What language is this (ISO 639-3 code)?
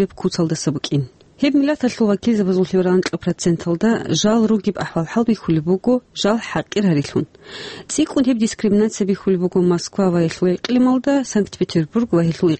ava